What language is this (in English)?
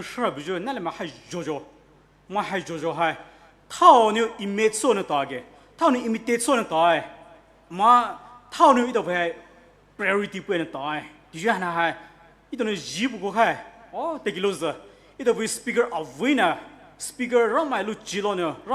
Poumei Naga